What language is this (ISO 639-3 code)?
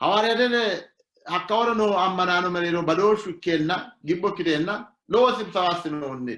sid